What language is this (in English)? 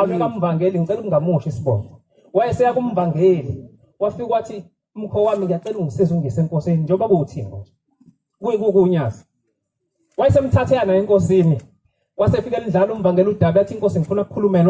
Zulu